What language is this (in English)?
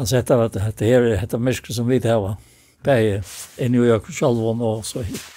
Faroese